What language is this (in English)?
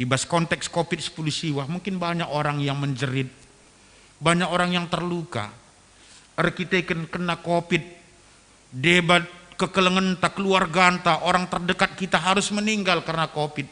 Batak Karo